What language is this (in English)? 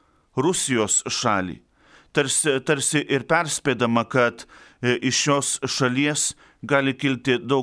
Lithuanian